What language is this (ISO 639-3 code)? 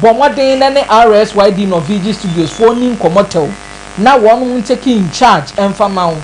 aka